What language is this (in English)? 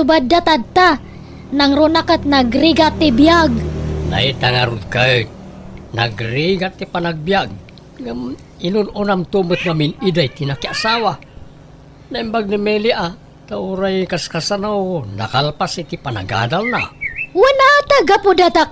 Iloko